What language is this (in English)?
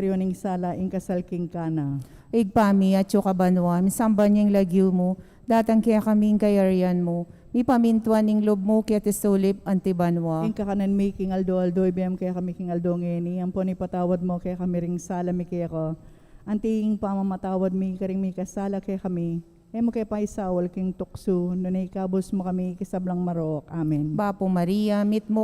Pampanga